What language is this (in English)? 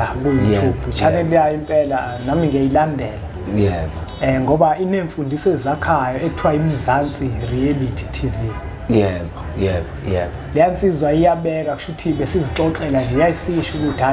Zulu